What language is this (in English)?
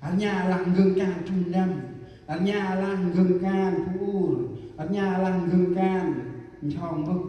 Central Mnong